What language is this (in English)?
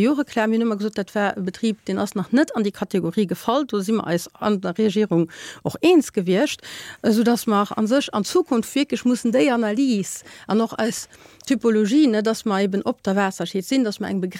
Luxembourgish